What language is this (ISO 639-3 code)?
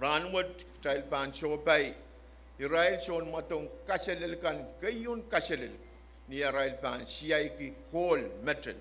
pon